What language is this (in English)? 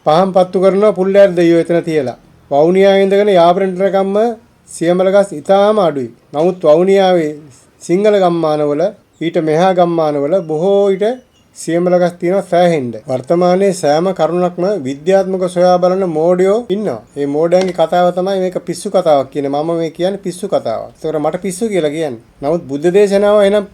Sinhala